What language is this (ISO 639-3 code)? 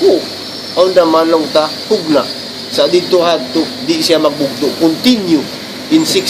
tsg